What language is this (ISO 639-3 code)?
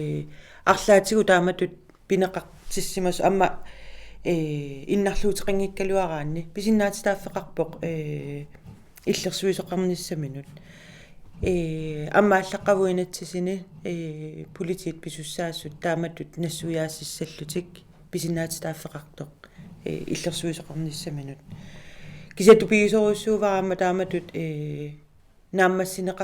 kal